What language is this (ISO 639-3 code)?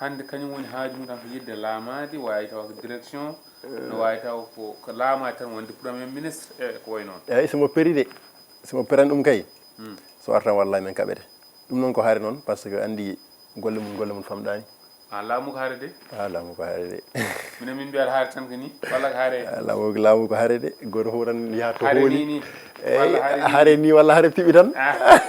ful